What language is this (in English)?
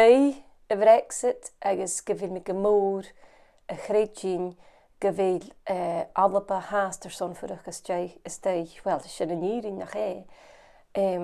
Scottish Gaelic